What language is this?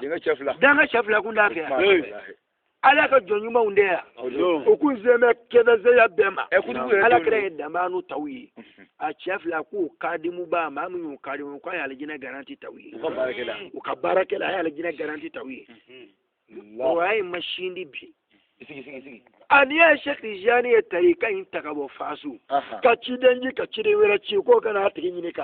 Bambara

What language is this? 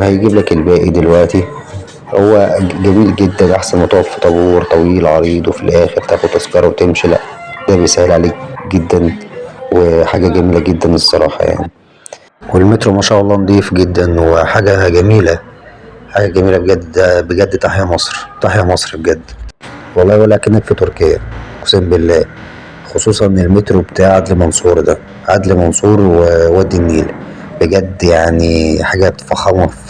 Egyptian Arabic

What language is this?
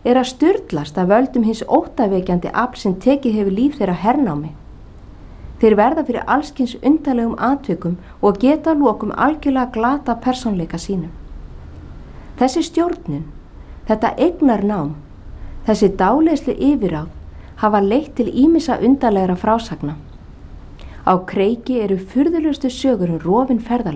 Icelandic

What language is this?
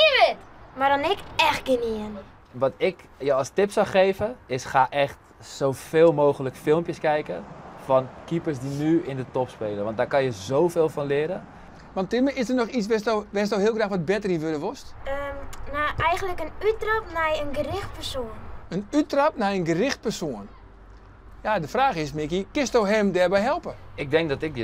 Western Frisian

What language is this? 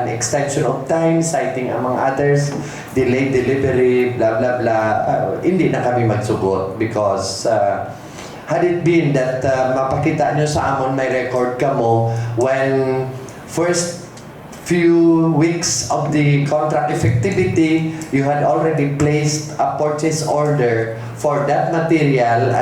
Hiligaynon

